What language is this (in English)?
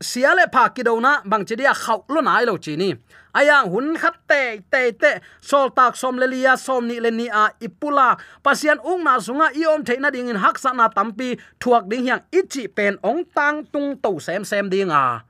Tedim Chin